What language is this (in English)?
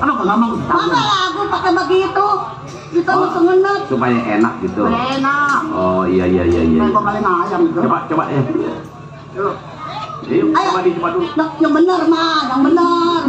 Betawi